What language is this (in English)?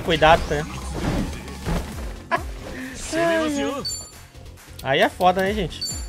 Portuguese